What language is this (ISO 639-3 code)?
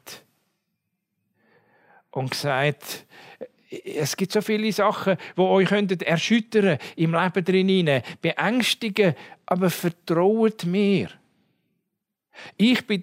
deu